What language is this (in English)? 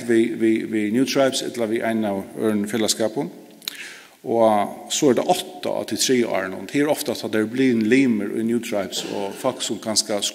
Faroese